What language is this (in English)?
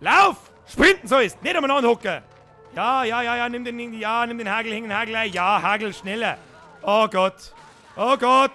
Bavarian